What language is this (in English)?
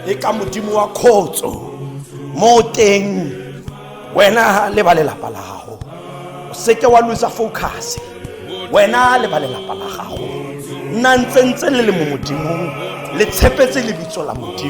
Tswana